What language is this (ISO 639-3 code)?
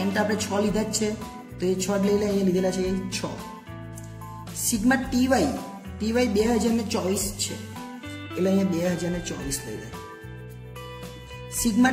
guj